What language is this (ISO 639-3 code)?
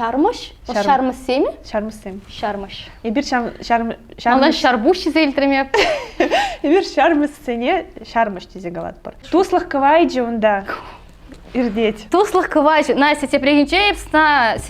chv